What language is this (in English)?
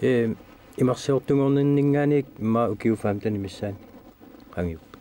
Kalaallisut